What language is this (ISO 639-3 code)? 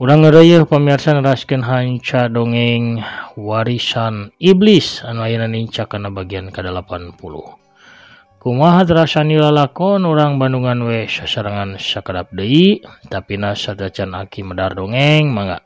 sun